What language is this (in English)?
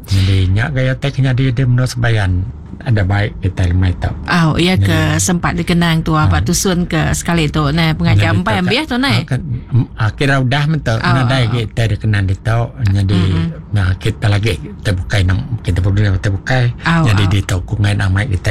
Iban